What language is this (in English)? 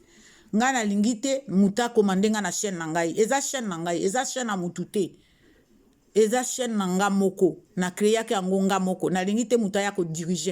Lingala